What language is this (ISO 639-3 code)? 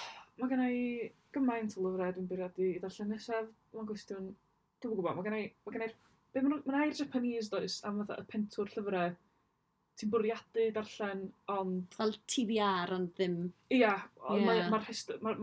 cym